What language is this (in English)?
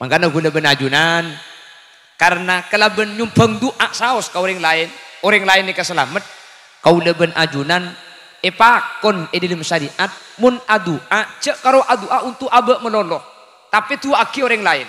Madurese